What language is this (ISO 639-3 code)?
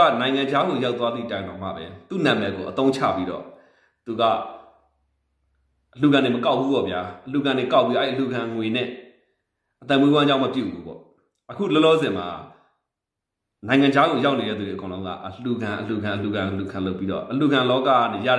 mya